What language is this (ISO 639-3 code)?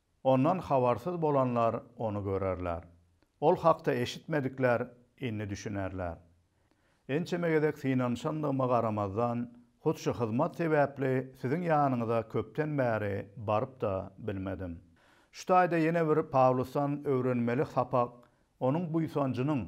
tuk